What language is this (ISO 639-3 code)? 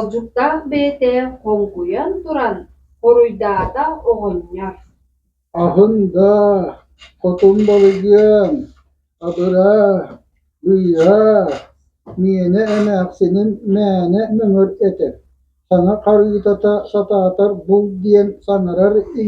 sah